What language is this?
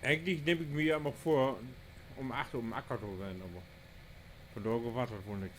Low German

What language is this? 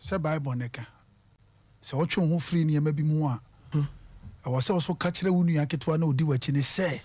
Akan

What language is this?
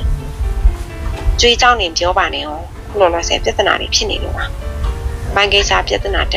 Burmese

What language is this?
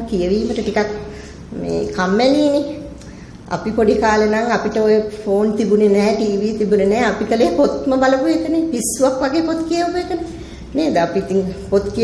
Sinhala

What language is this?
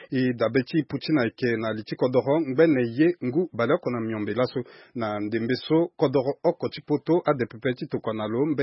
Sango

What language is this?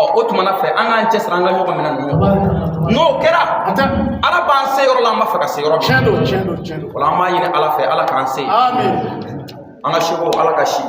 Bambara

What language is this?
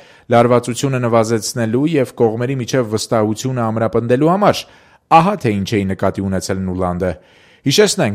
Armenian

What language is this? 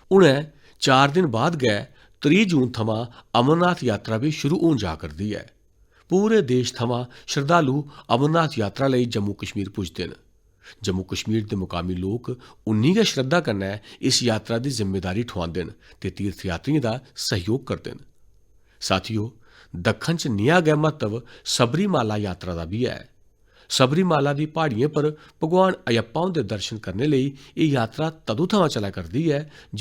Dogri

